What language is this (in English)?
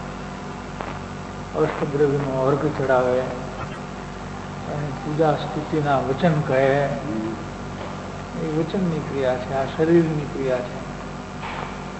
Gujarati